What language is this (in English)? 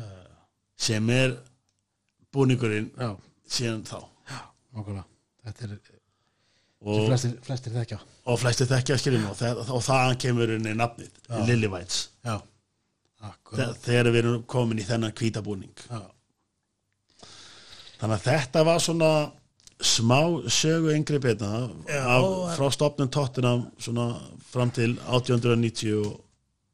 Icelandic